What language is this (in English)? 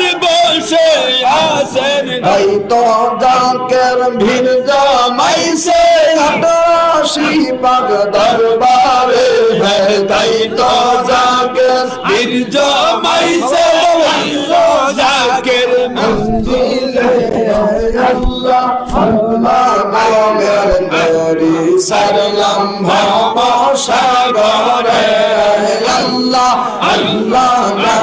Bangla